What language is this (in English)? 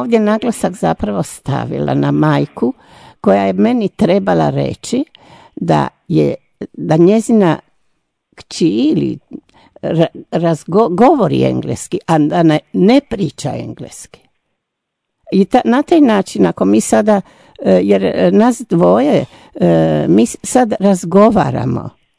Croatian